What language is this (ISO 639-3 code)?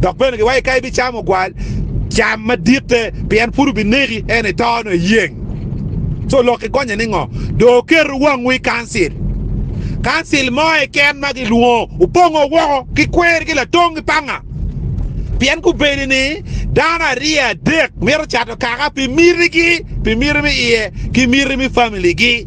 ach